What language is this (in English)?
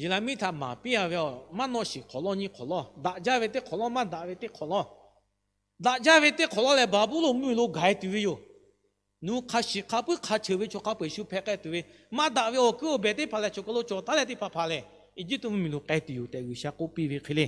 Lahu